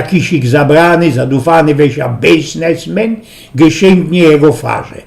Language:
Silesian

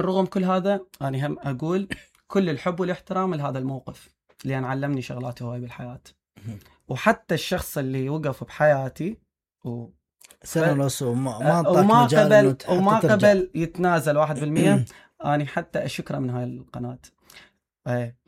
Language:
Mesopotamian Arabic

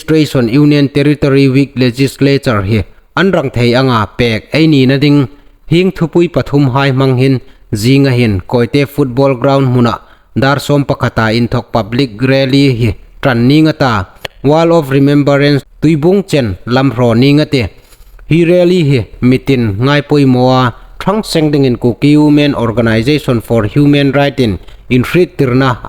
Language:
Hmar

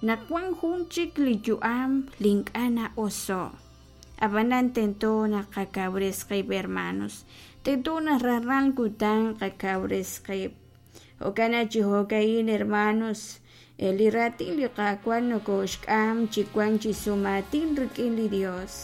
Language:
Kekchí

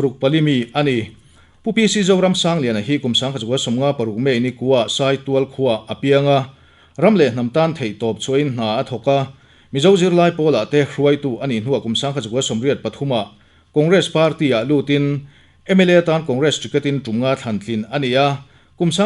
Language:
Mizo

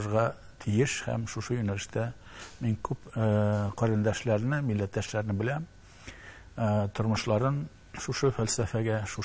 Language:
Tatar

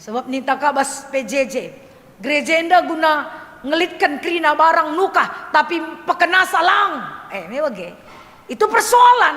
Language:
Batak Karo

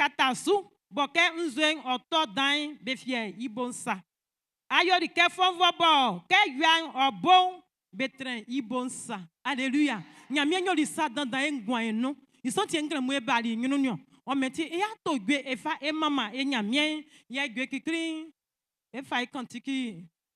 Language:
Baoulé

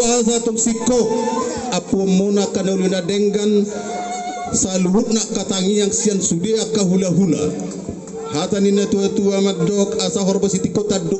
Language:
Batak Toba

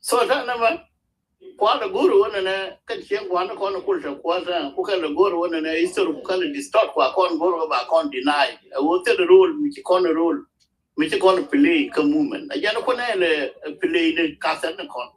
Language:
Nuer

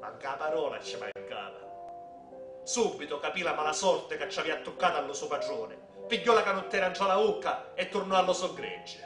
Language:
Sicilian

